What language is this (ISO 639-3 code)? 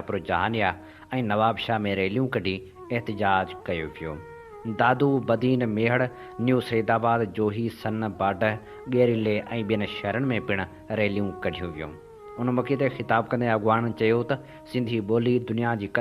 snd